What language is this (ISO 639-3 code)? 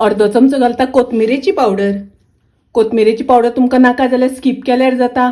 kok